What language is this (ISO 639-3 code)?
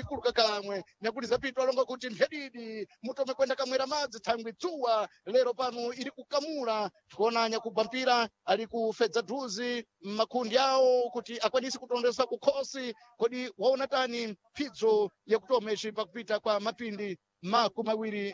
seh